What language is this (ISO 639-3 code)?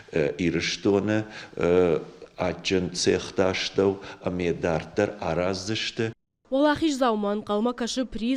oss